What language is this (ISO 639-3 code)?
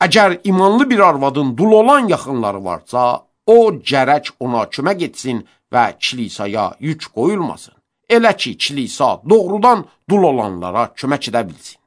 aze